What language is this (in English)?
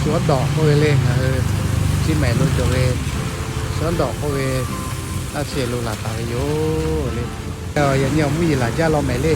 Lahu